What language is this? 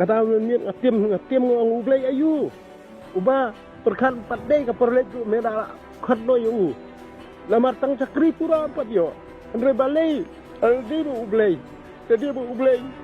Khasi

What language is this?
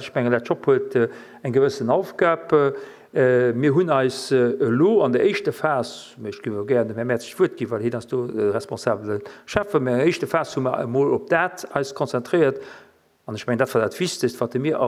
Luxembourgish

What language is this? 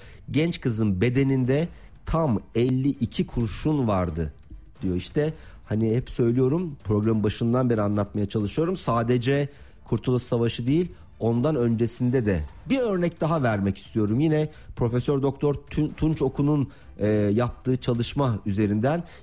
Turkish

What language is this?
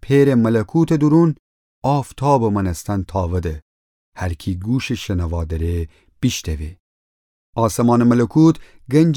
Gilaki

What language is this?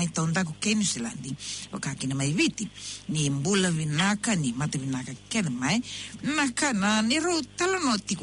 Fijian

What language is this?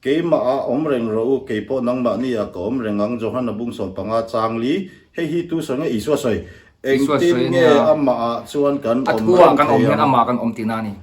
Mizo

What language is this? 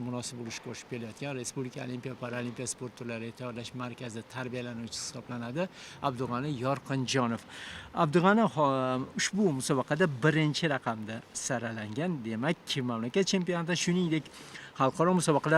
Uzbek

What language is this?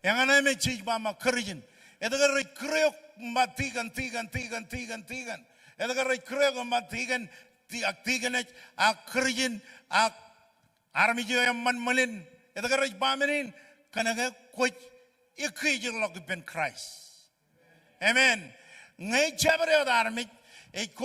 Marshallese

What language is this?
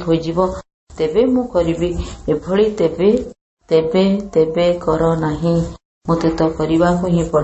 Odia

